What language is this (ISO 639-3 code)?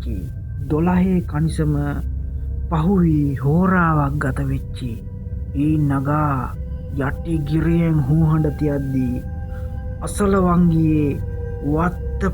sin